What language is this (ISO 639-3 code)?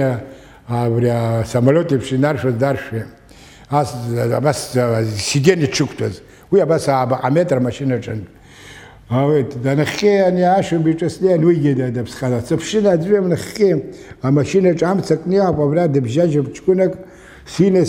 abk